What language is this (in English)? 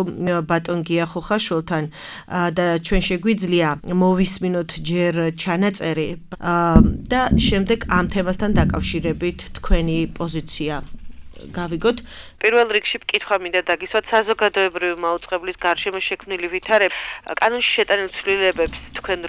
Georgian